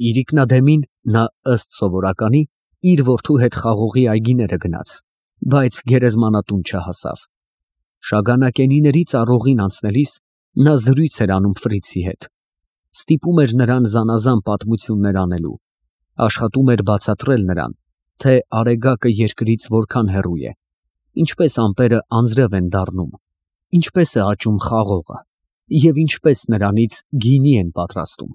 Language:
Armenian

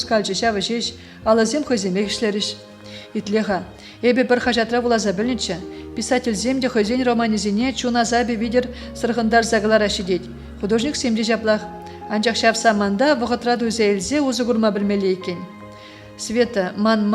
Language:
Chuvash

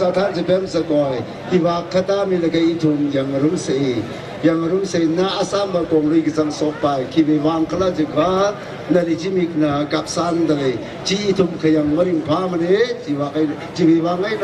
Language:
Tangkhul Naga (India)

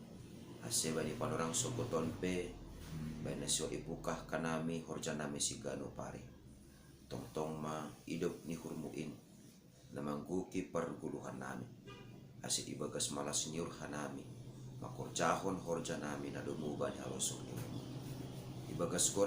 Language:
Batak Simalungun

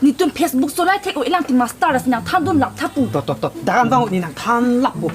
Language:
Karbi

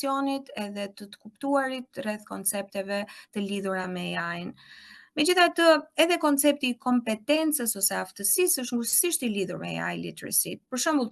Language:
Albanian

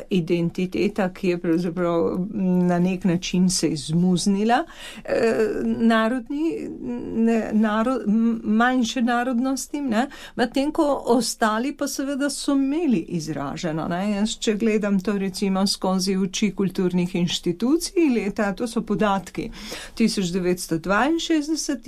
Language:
Slovenian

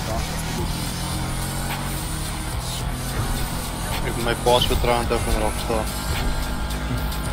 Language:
Afrikaans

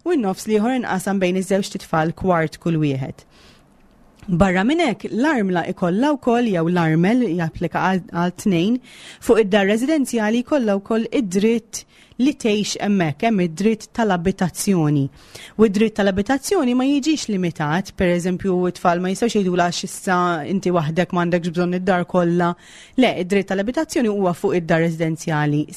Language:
Maltese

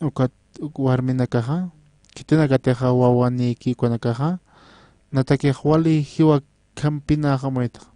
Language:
Aymara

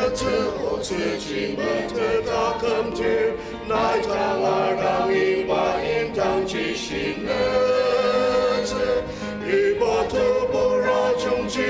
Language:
Ao Naga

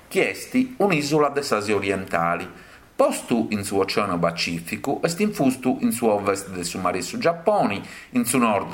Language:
Sardinian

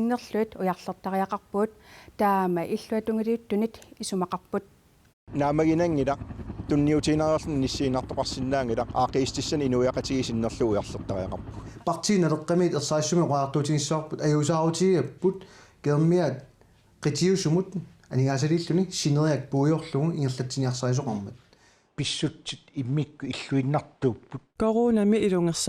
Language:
Kalaallisut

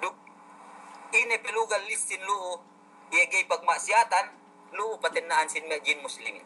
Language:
Yakan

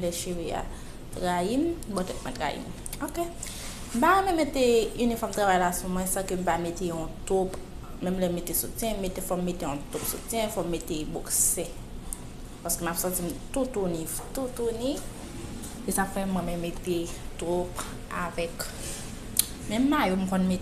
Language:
Haitian Creole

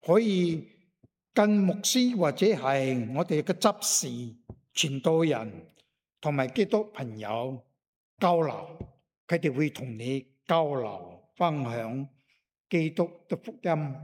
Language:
Cantonese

